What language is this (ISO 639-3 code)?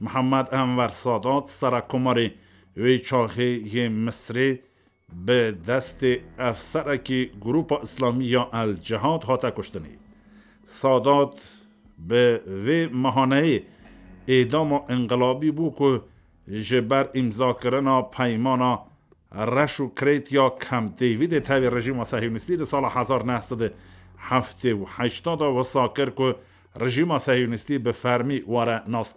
kur